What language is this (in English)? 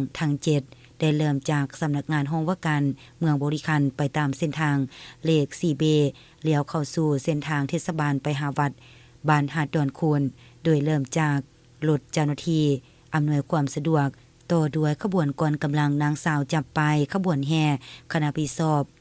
Lao